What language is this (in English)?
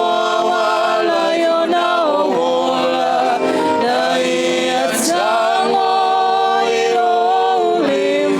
Samoan